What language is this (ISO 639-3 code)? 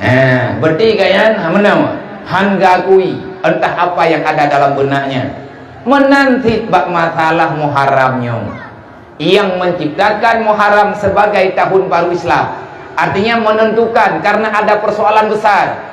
ace